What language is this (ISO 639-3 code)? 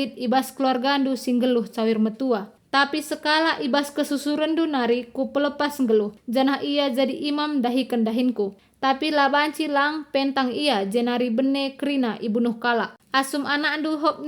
btx